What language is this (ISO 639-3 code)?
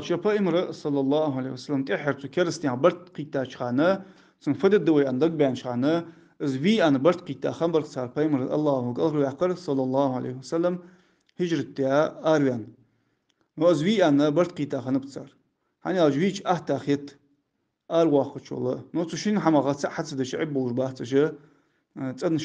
inh